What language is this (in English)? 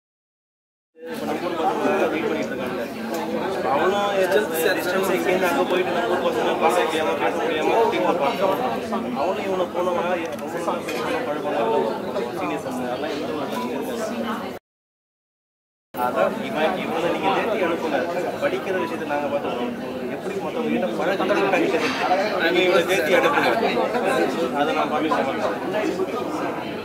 Tamil